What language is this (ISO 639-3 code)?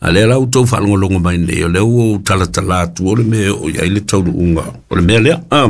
smo